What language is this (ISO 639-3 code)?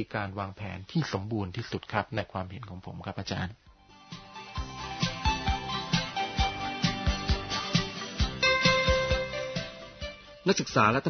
tha